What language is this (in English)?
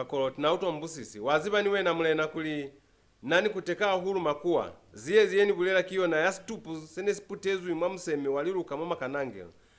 Lozi